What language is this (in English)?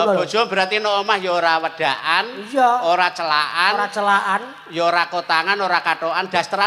Javanese